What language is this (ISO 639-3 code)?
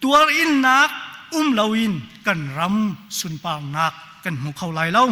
cnh